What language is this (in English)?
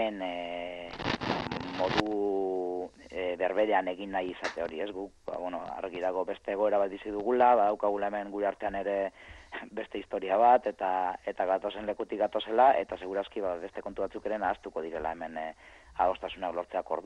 Basque